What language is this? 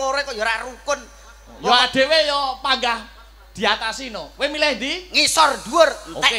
Javanese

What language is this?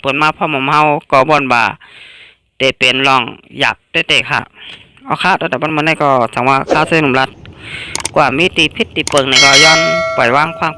Shan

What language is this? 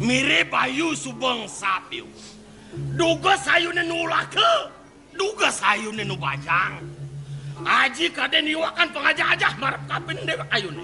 Balinese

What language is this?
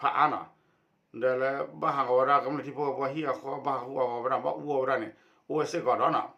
S'gaw Karen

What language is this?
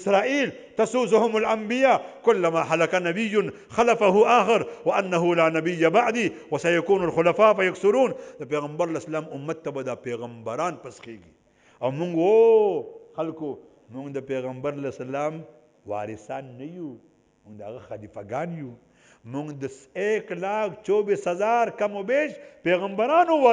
Pashto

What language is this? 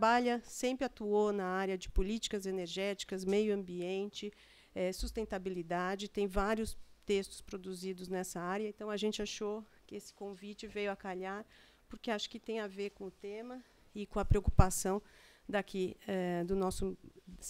Portuguese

